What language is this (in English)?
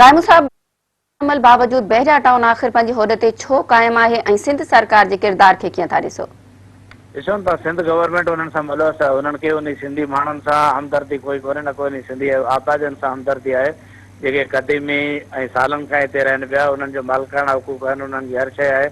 Sindhi